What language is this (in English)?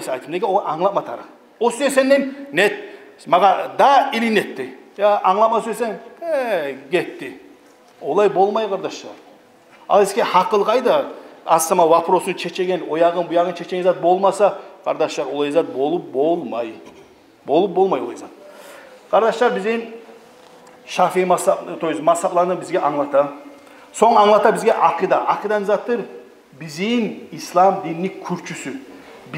Kumyk